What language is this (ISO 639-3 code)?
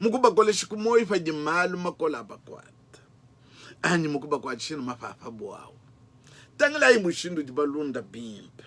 lua